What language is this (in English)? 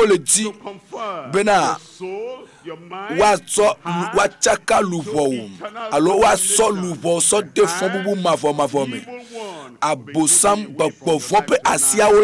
Ewe